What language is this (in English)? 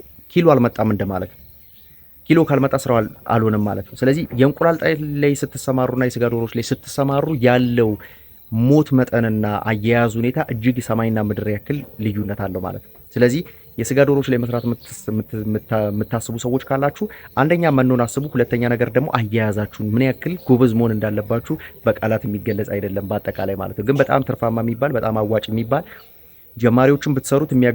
Amharic